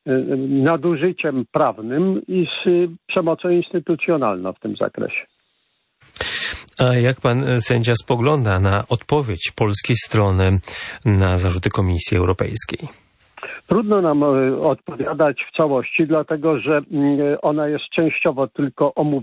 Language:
Polish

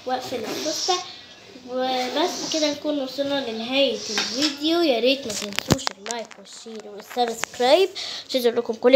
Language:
Egyptian Arabic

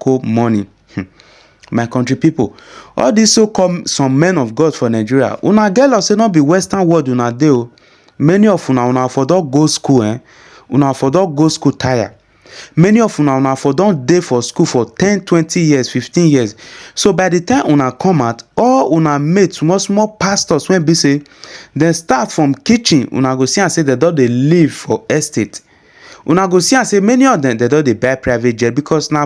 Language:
Nigerian Pidgin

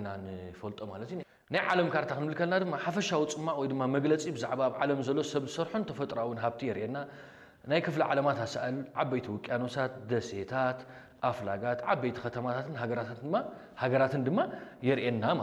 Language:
Tigrinya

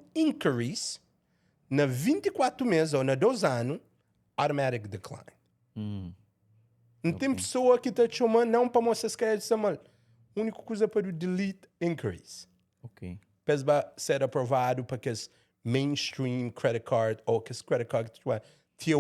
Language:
Kabuverdianu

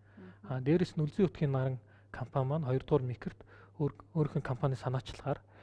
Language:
Mongolian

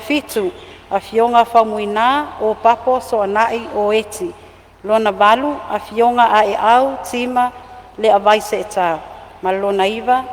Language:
Samoan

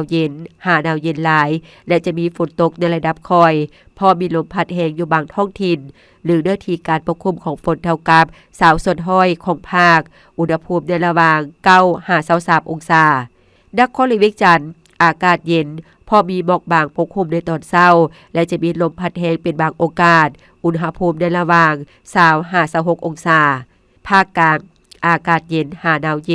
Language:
Lao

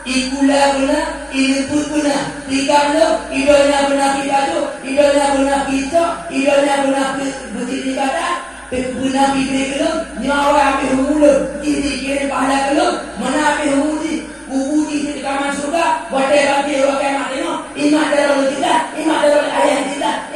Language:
Achinese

